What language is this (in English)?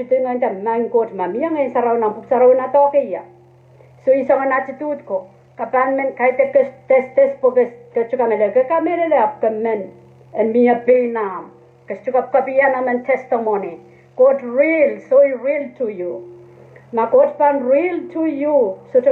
Pohnpeian